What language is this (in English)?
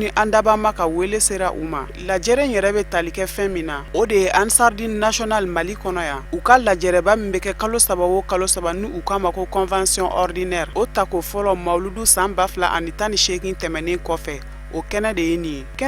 Bambara